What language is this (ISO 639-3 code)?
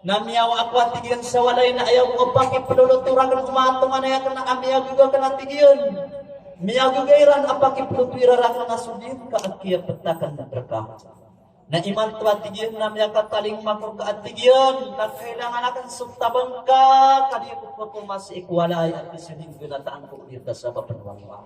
mrw